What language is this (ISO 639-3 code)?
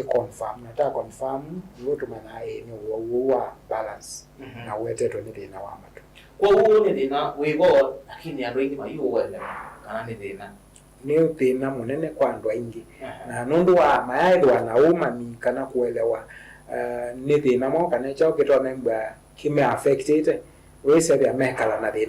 kam